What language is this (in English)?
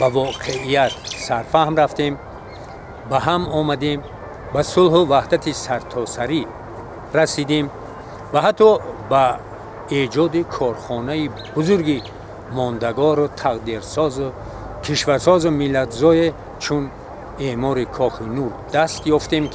Tajik